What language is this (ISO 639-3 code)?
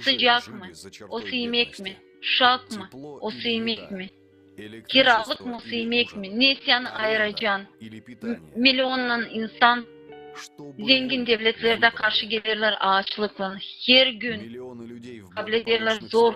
gag